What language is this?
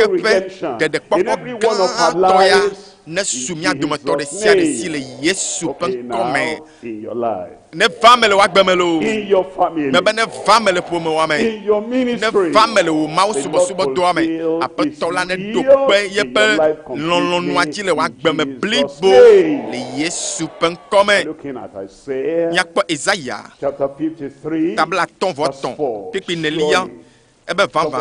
Ewe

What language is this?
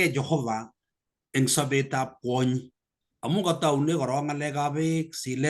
Kalenjin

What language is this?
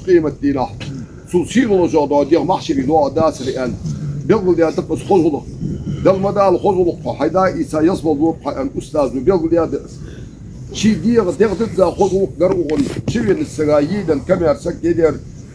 Ingush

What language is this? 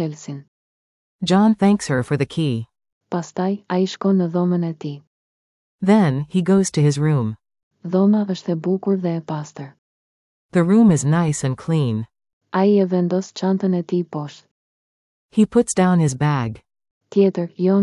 Albanian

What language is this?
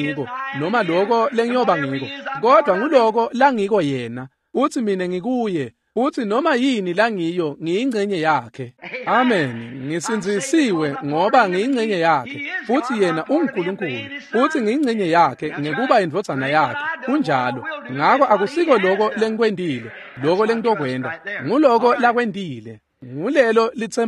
Swati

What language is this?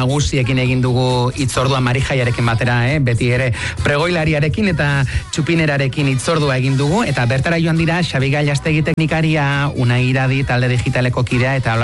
Basque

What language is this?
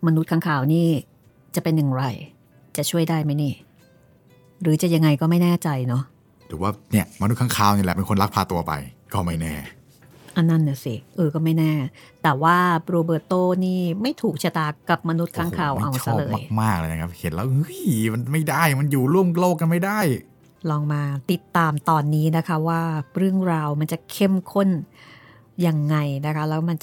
Thai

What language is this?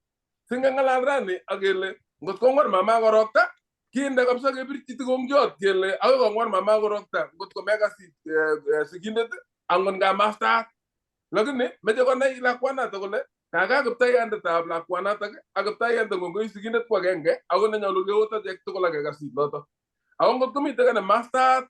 Kalenjin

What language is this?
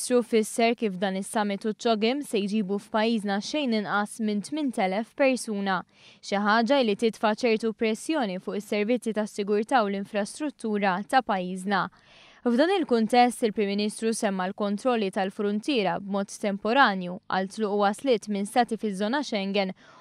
Maltese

